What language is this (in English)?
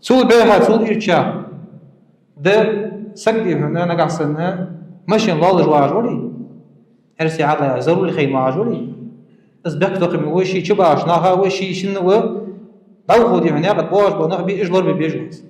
Ingush